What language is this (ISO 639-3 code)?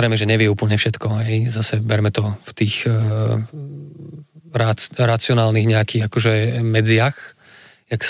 slk